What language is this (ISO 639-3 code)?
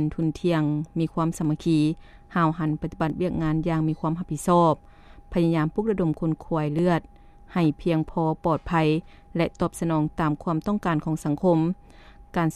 lao